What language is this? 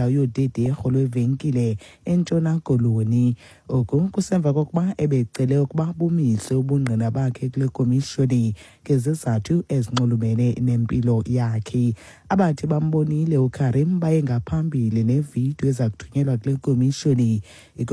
Xhosa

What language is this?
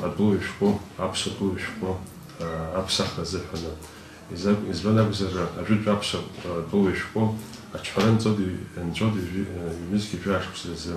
Abkhazian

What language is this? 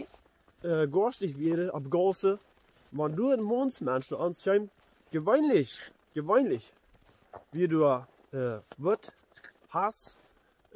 Plautdietsch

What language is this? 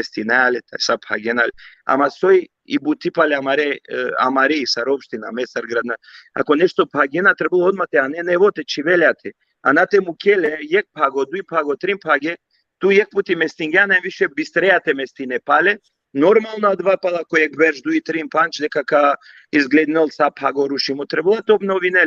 Balkan Romani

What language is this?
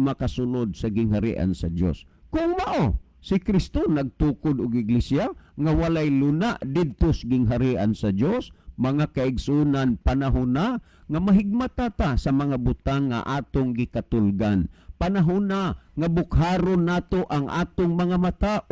Cebuano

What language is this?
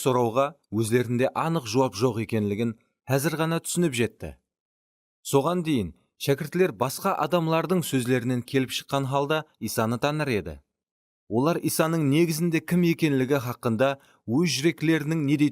Kara-Kalpak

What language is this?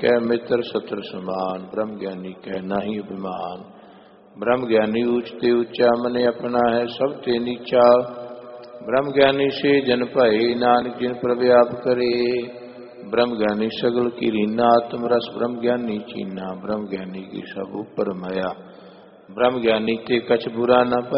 Punjabi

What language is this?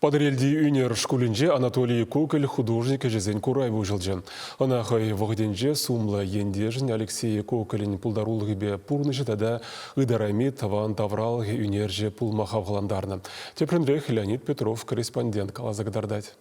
Chuvash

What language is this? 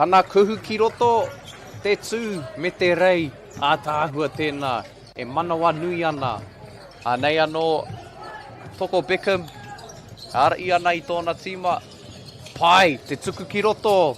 Māori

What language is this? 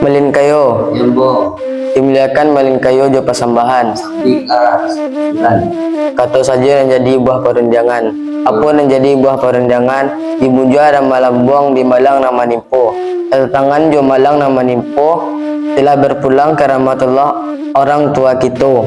Minangkabau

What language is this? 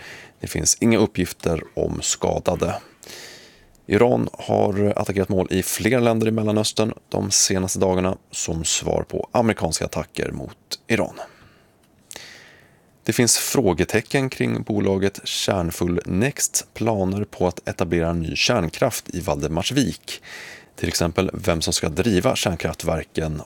Swedish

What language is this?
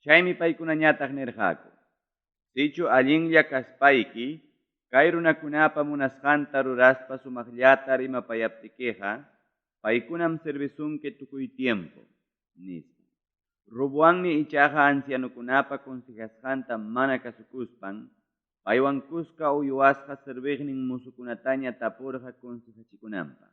Ayacucho Quechua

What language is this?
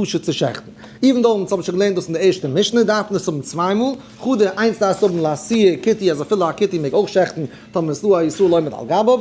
Yiddish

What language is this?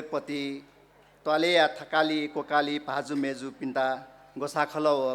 Newari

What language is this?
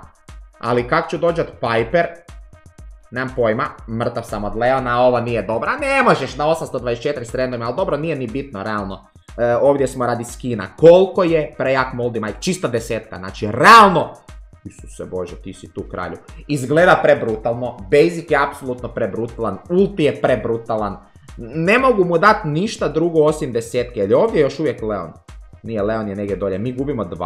Croatian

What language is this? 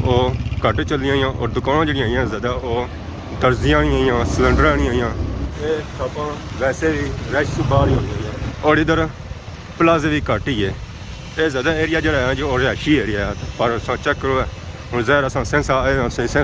Pahari-Potwari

